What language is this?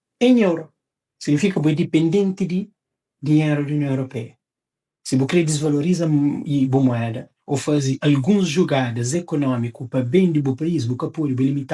Kabuverdianu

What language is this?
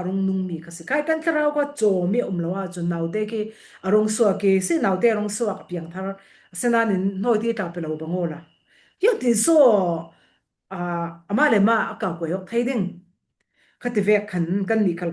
Falam Chin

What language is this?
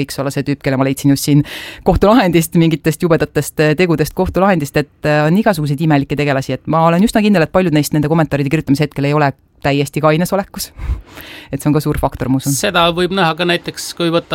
Estonian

